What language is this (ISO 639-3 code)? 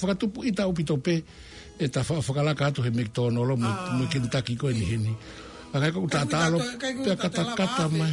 ton